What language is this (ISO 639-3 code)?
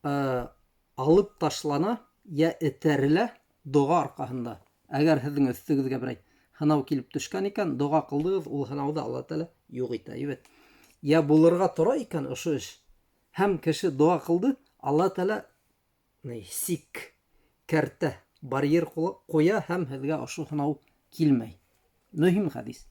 bak